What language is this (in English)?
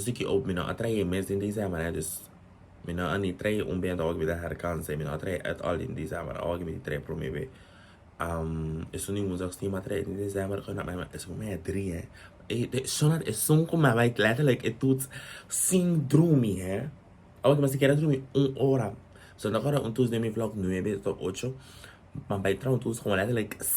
Papiamento